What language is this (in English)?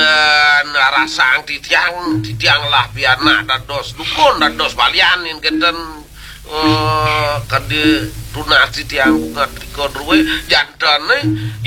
Balinese